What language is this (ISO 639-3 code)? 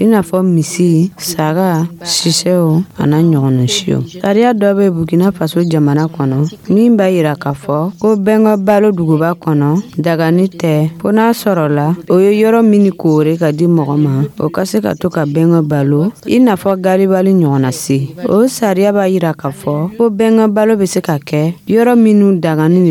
dyu